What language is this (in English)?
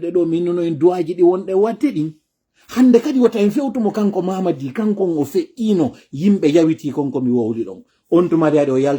Pular